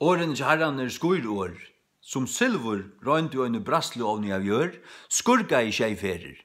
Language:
Faroese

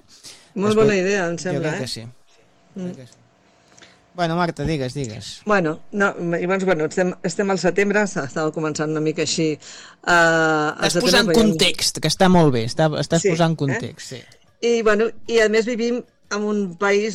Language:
Catalan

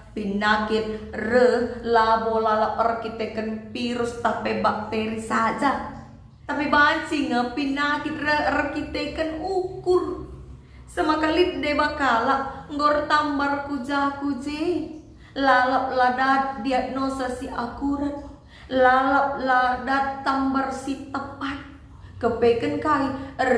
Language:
Batak Karo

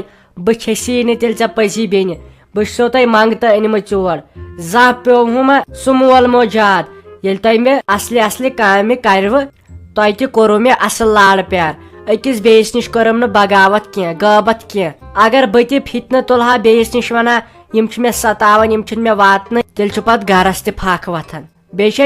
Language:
Kashmiri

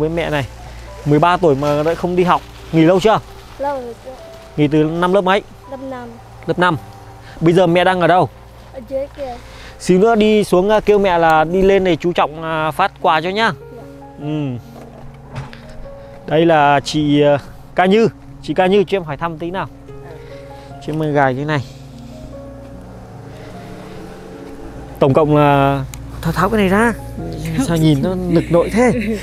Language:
Vietnamese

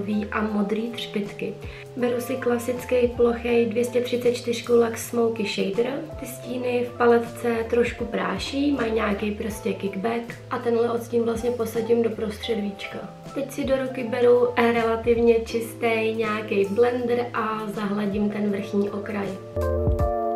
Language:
Czech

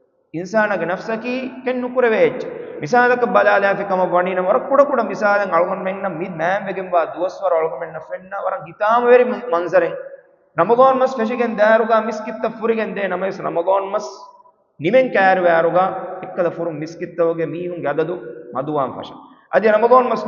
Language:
Divehi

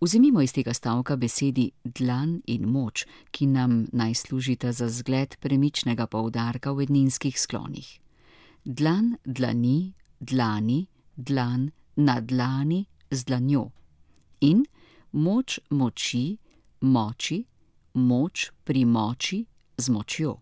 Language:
Slovenian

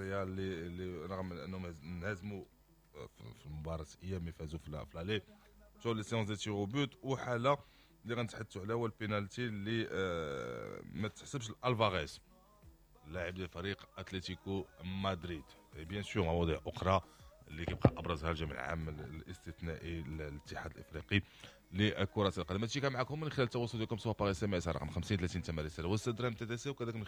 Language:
Moroccan Arabic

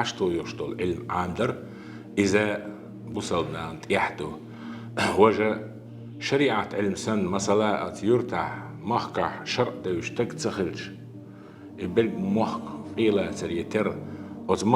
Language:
Chechen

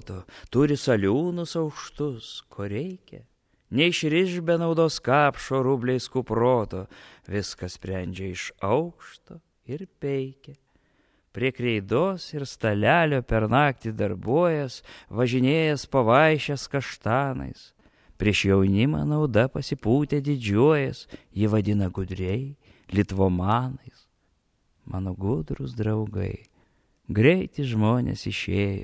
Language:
Lithuanian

